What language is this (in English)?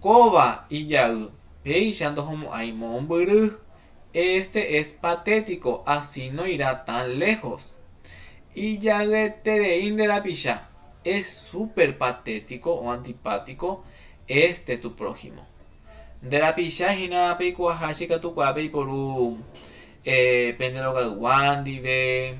Guarani